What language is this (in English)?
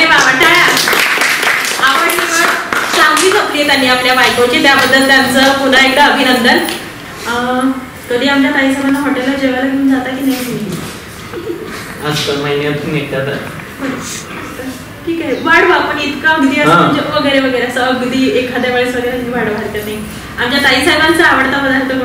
Marathi